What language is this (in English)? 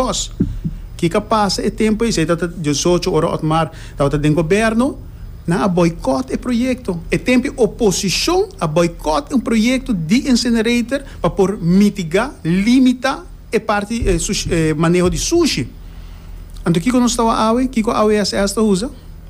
Papiamento